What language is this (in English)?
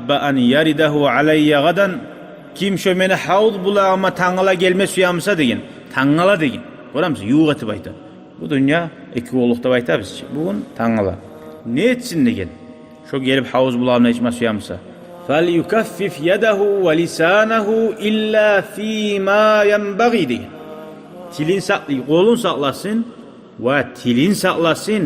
Kumyk